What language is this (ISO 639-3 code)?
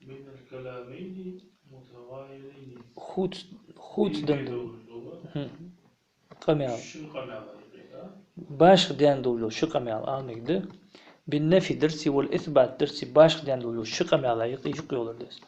inh